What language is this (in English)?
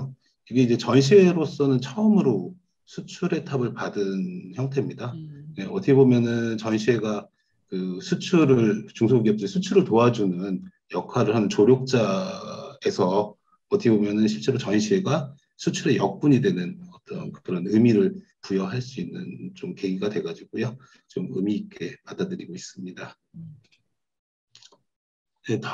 Korean